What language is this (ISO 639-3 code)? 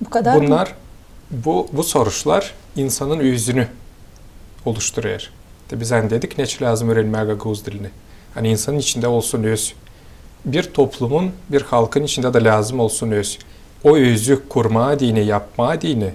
gag